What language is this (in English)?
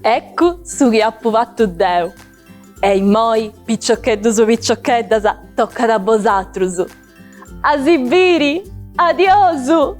Sardinian